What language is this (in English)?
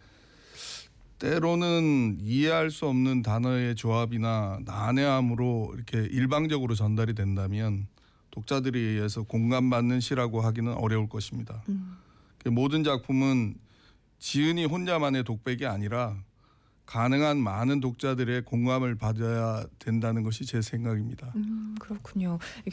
Korean